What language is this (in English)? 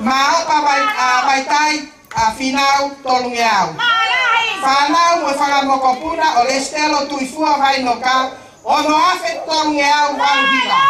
Tongan